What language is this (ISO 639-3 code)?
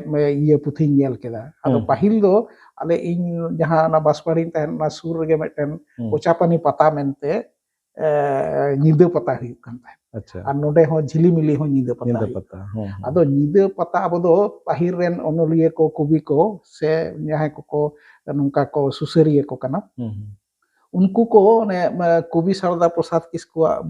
sat